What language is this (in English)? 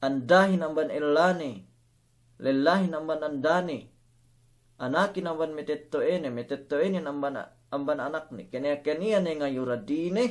Yakan